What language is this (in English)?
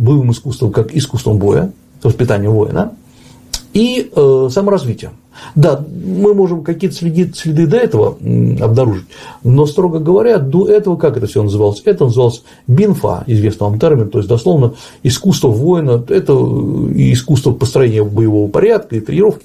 Russian